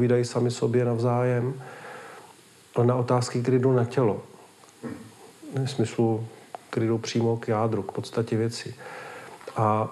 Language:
Czech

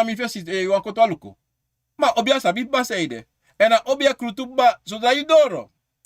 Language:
Sranan Tongo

